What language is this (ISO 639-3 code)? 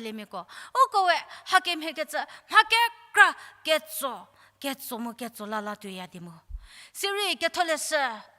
njm